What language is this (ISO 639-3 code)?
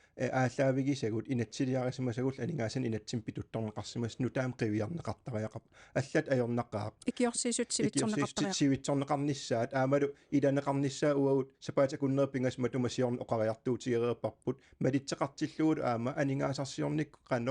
kal